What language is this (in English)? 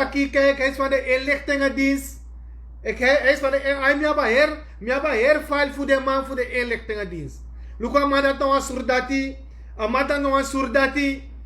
Sranan Tongo